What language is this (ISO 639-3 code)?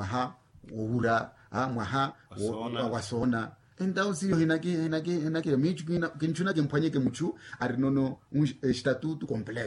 vmw